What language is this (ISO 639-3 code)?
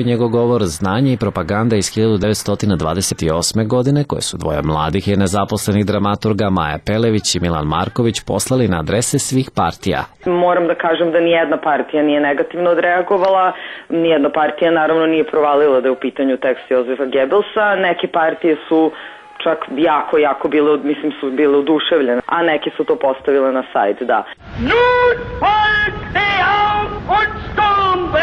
srp